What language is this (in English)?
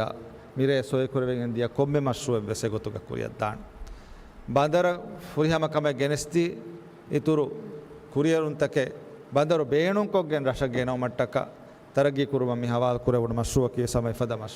Divehi